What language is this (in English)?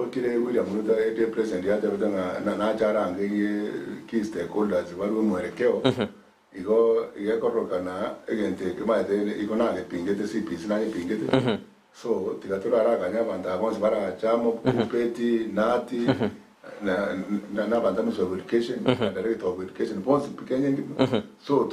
Gusii